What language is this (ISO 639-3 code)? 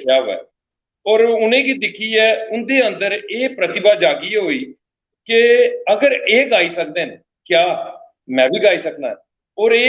doi